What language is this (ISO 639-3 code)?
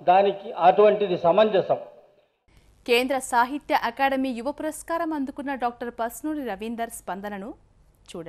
tel